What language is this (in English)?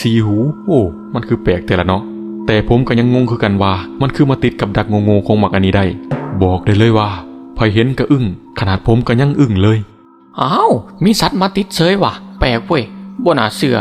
Northeastern Thai